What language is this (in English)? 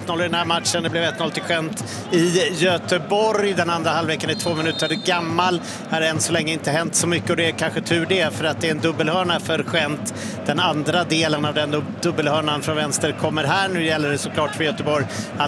Swedish